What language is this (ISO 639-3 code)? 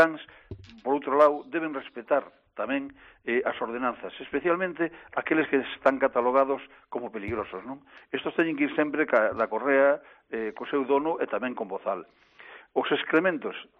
glg